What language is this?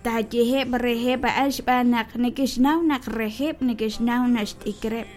Kekchí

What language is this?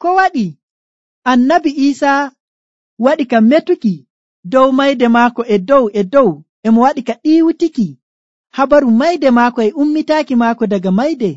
Nigerian Fulfulde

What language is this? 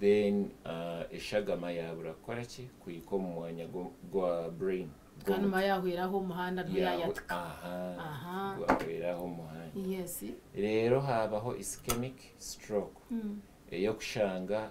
Nyankole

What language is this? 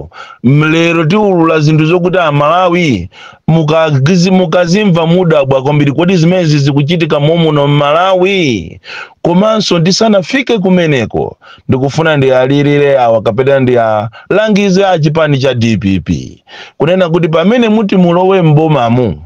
Nyanja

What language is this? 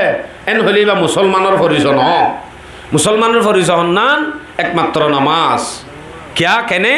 Rohingya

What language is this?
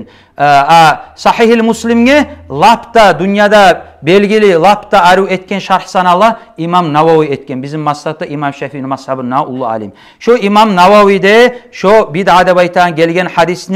Kumyk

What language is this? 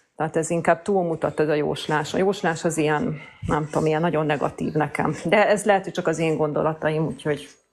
Hungarian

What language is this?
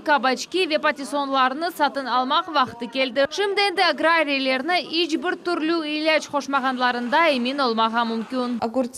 Crimean Tatar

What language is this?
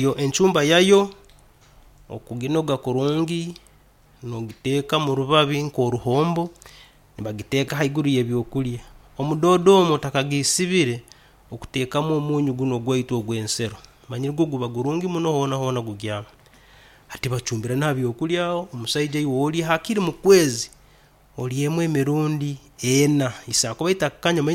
Nyoro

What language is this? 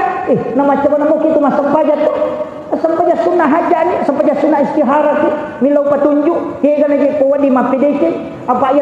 Buginese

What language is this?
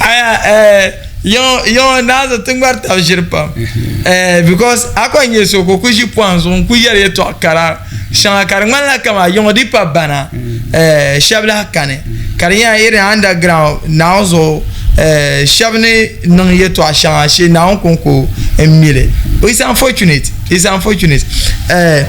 Dagbani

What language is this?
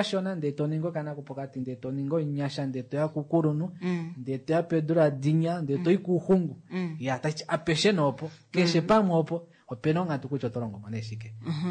Kuanyama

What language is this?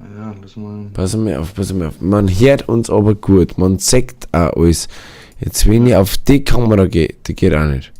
Bavarian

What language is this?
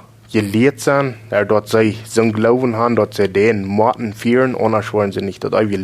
Plautdietsch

